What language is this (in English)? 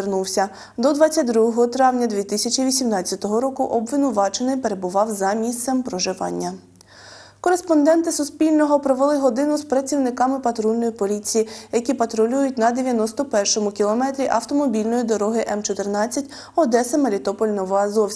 Ukrainian